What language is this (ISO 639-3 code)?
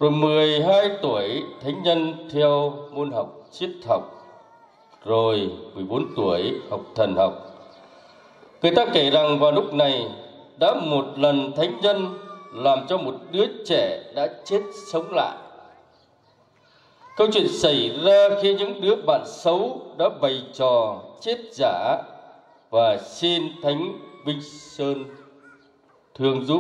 vie